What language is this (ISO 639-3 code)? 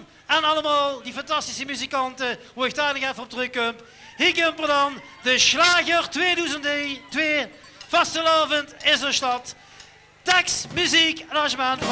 lim